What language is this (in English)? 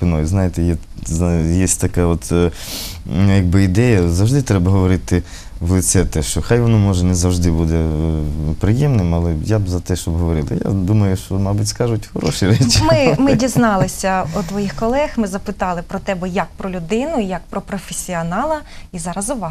Ukrainian